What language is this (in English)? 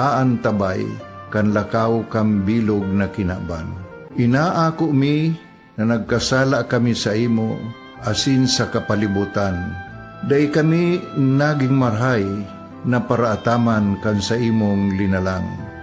Bikol